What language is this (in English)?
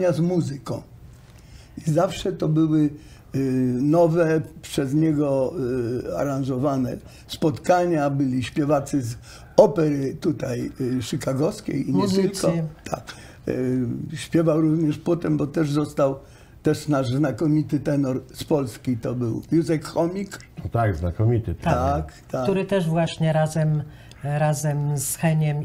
Polish